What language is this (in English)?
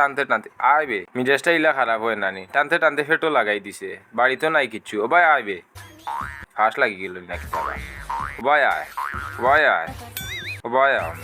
Sylheti